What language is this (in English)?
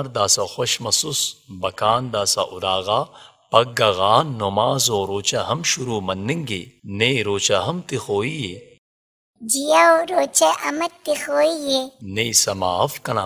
Brahui